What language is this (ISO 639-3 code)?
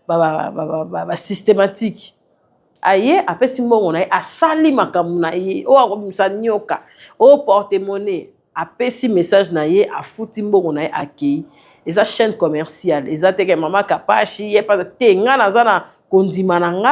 lin